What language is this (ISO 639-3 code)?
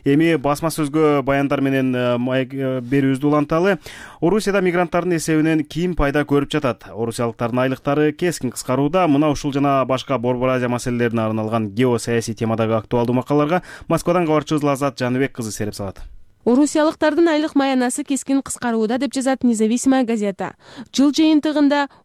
kir